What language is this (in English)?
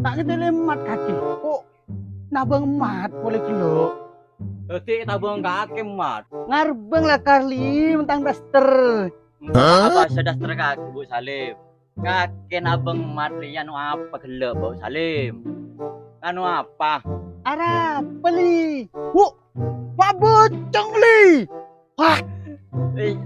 Madurese